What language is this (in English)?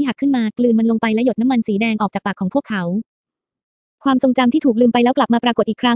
Thai